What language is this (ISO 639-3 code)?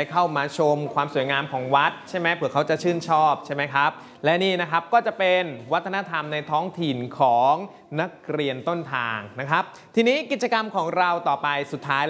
tha